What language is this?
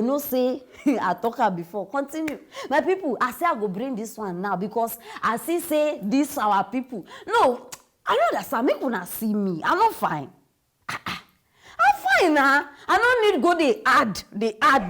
Nigerian Pidgin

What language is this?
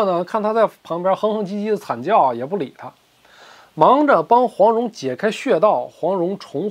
Chinese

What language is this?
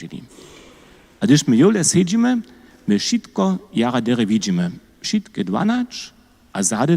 Upper Sorbian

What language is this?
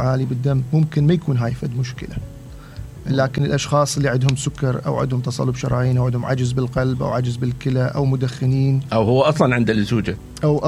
Mesopotamian Arabic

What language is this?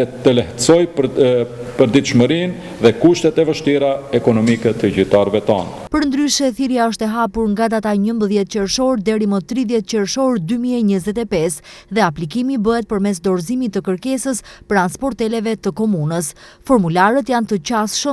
Albanian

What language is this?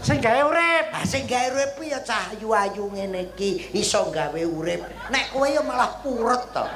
Javanese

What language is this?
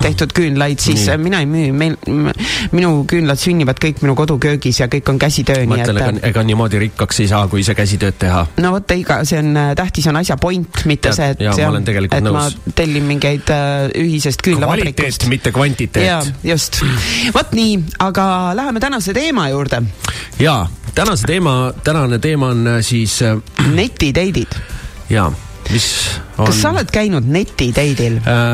Estonian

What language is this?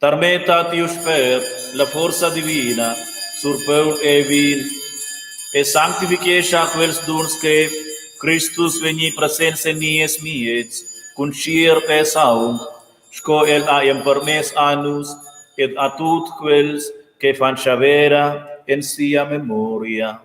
Romansh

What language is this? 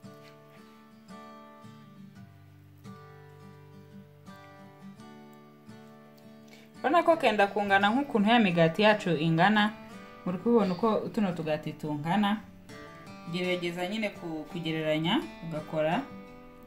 Kinyarwanda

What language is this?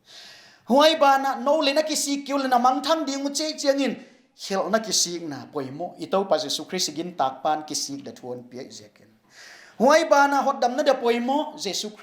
Paite Chin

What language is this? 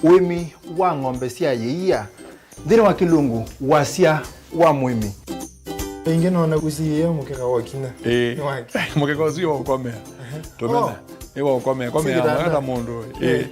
Kamba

